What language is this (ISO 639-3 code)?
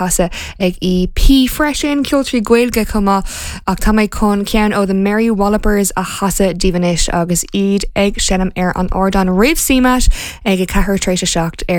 gle